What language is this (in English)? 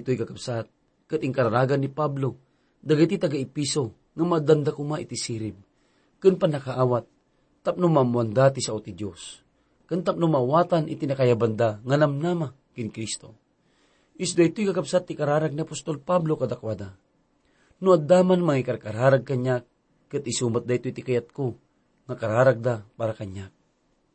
Iloko